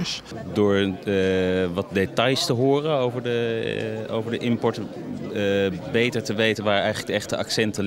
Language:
Dutch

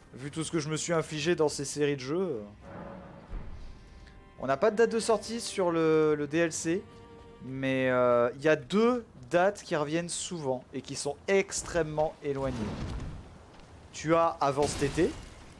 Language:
French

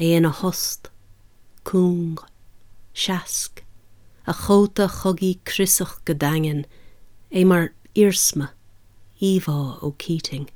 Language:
Irish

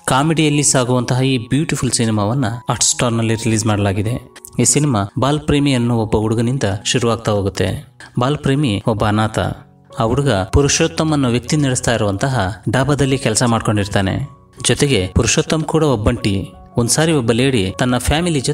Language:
Kannada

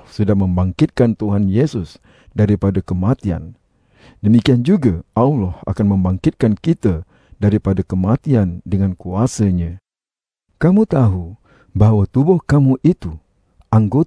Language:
Malay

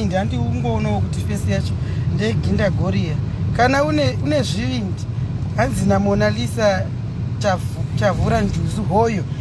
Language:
Shona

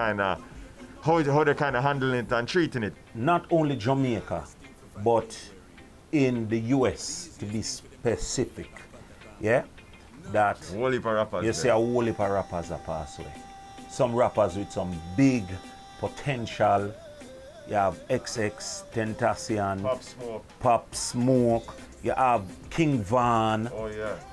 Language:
Jamaican Creole English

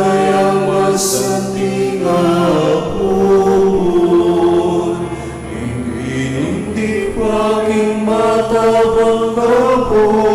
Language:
Pampanga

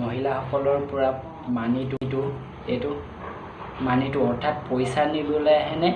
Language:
Assamese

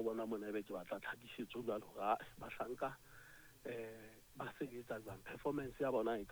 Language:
Southern Sotho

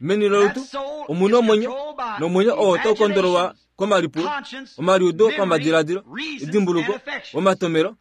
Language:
Kuanyama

